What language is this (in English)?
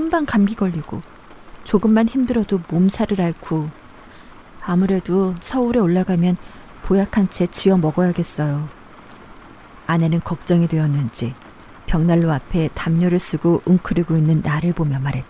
Korean